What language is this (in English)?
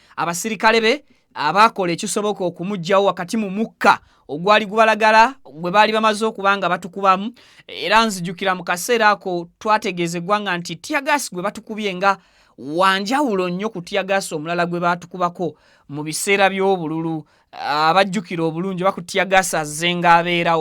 Ganda